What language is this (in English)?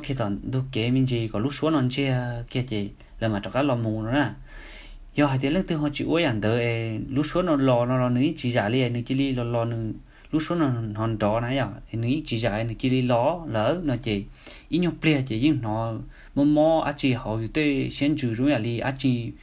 Hmong